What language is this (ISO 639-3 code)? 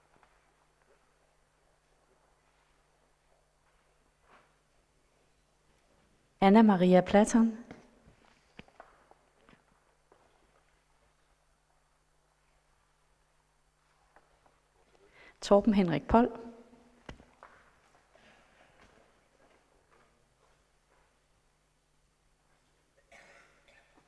dan